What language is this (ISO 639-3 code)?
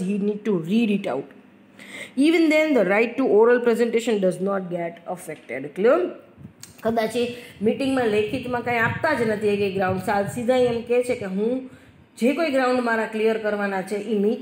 guj